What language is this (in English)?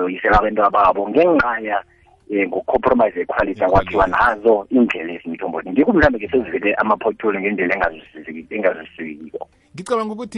South Ndebele